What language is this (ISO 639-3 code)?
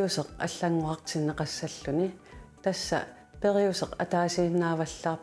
kal